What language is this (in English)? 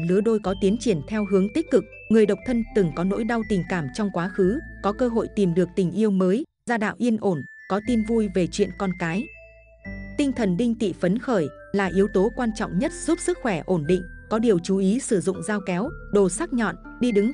Vietnamese